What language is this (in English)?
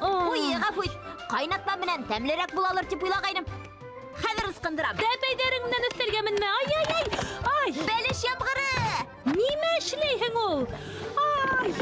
Bashkir